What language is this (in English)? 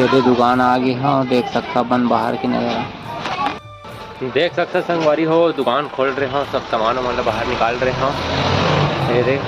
Chhattisgarhi